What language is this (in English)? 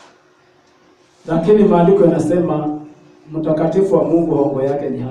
Swahili